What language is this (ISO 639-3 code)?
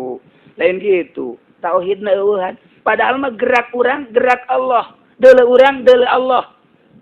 sun